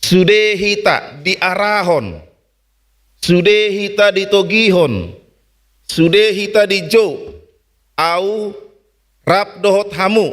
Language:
Batak Toba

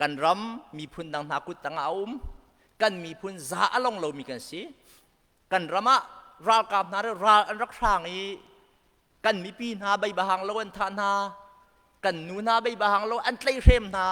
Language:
Hakha Chin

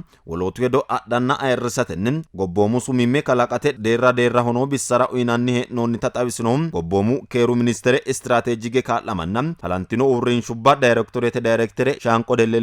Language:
Sidamo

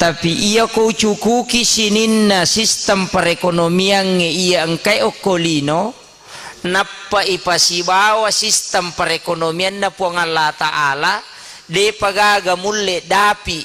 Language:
Buginese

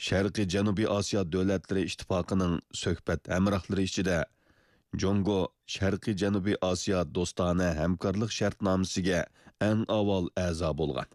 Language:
Uyghur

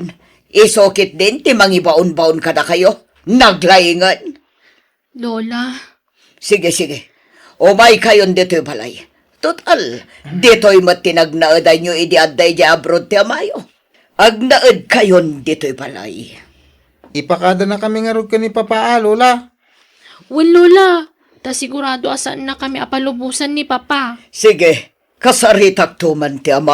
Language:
Iloko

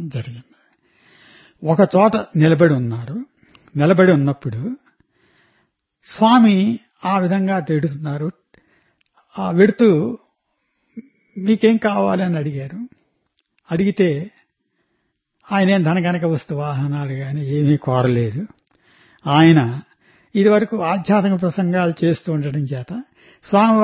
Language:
Telugu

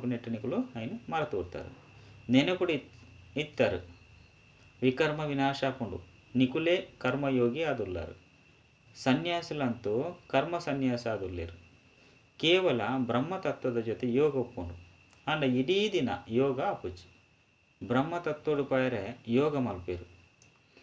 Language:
Tulu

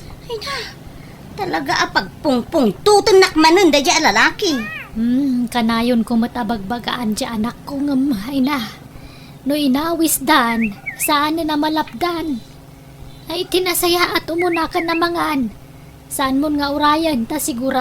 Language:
Iloko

